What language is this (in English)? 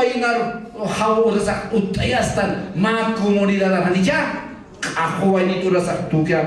Aymara